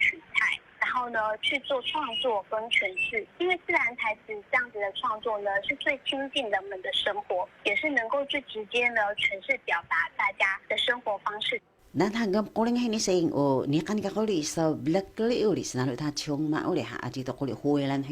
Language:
Taroko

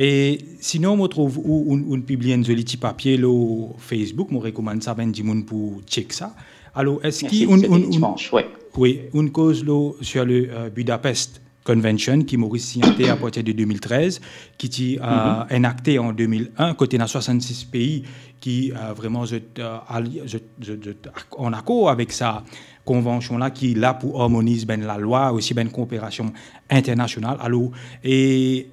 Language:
Morisyen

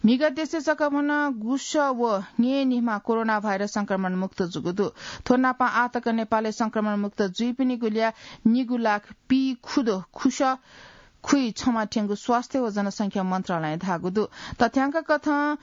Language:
Newari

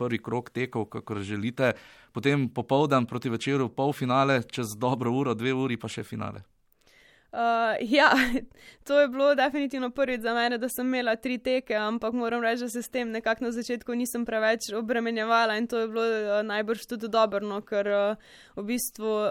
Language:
Slovenian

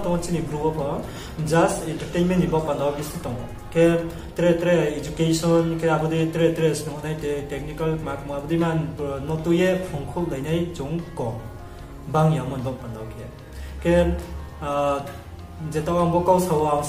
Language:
Riang (India)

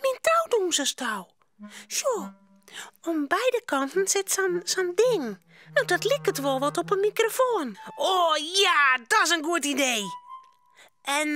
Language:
Western Frisian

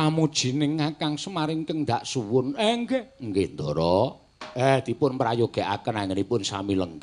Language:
Javanese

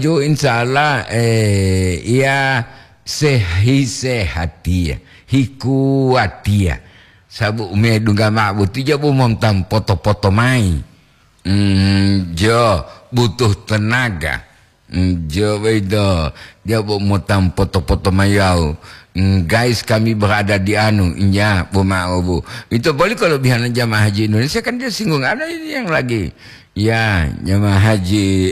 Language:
Gorontalo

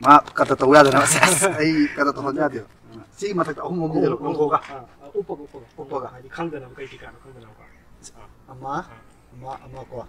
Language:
Manipuri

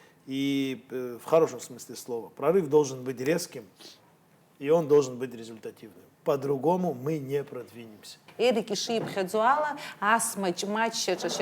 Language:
Abkhazian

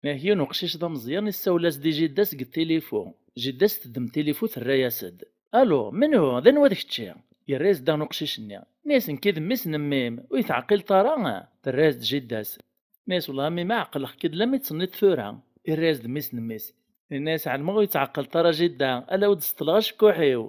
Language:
Kabyle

